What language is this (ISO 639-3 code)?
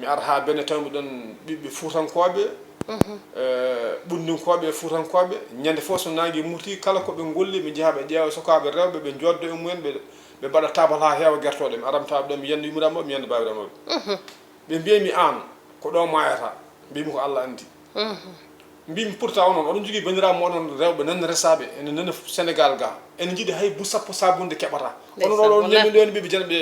ful